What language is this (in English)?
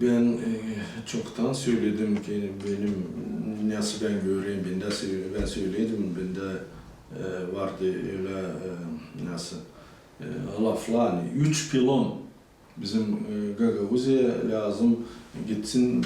Gagauz